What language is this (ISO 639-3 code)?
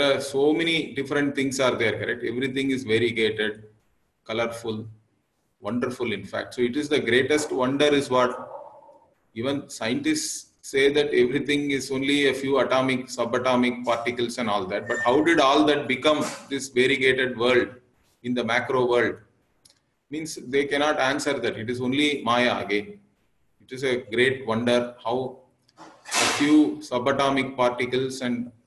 eng